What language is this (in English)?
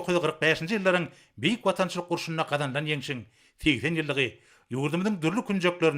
Turkmen